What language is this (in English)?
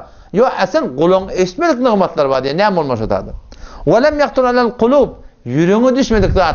Turkmen